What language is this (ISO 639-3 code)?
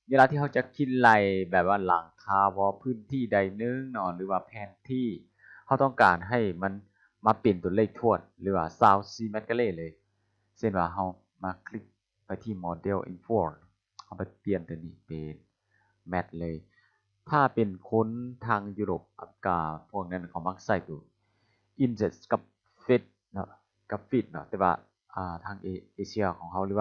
lao